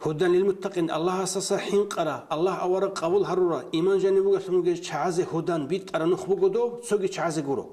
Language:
Avaric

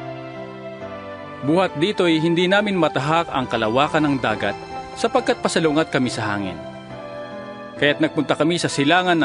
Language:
Filipino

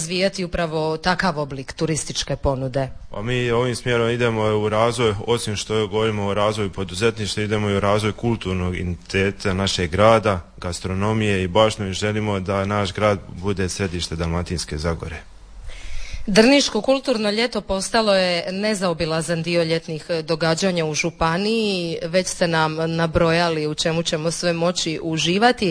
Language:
Croatian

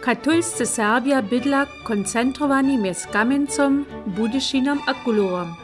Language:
Upper Sorbian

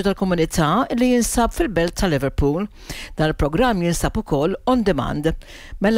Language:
Maltese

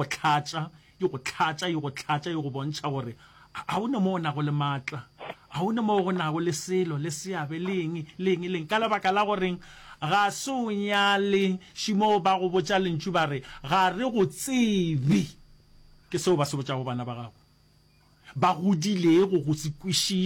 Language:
Northern Sotho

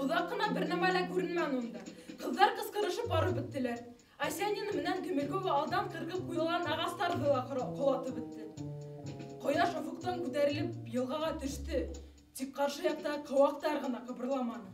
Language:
Bashkir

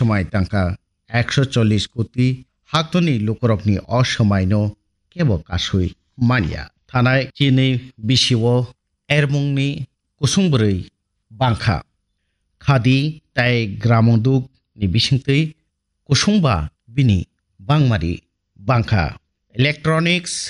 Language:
Kok Borok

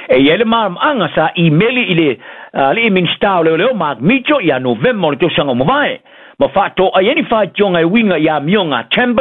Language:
Samoan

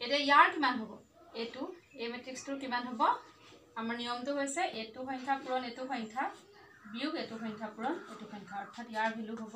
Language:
Assamese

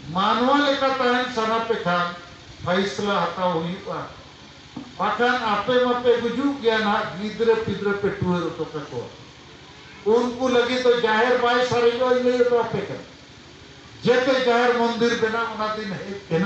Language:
Santali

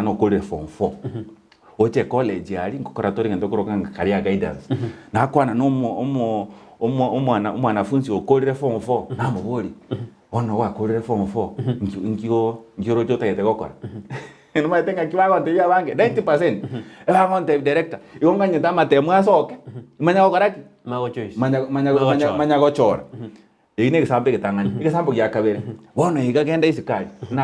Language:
Gusii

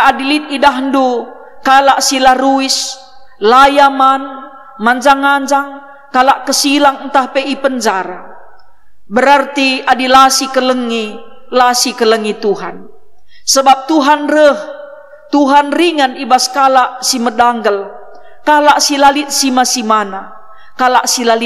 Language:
Batak Karo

